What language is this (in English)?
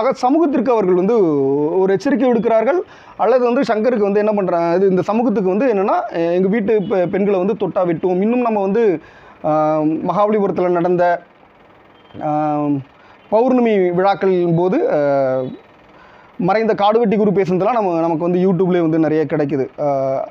Tamil